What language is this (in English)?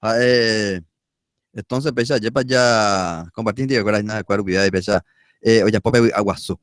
Guarani